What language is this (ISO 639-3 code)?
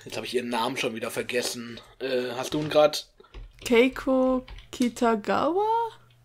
deu